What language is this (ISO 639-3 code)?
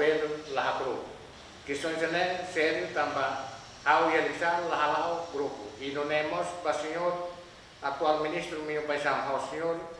tet